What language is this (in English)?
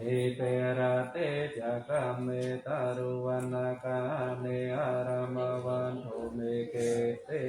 Pali